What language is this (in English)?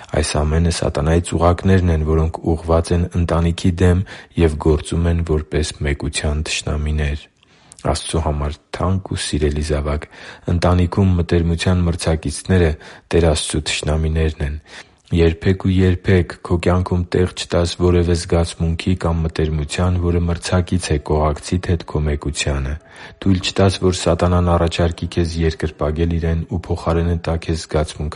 Armenian